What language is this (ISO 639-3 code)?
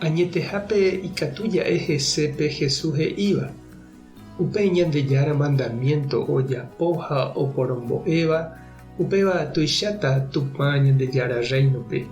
grn